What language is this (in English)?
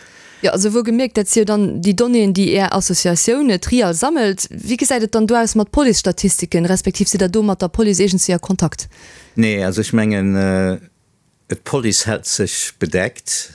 Luxembourgish